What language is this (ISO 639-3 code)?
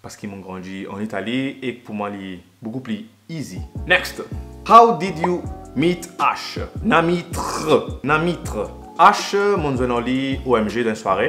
mfe